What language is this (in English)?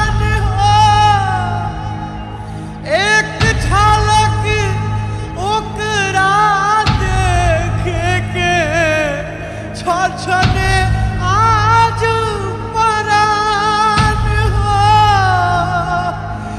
Bhojpuri